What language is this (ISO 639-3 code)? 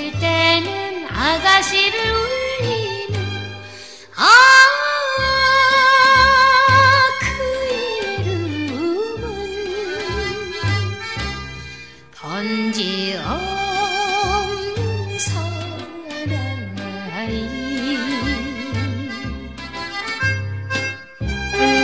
kor